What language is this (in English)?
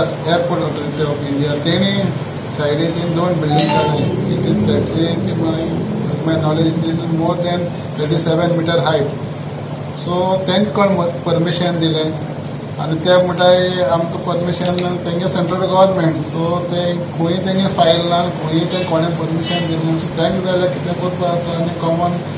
Konkani